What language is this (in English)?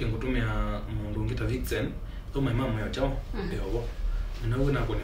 Kamba